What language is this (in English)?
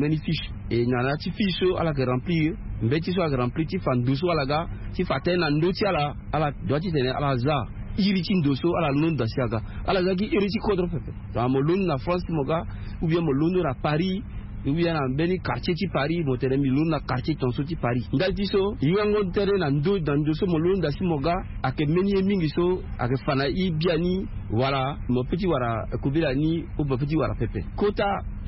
Sango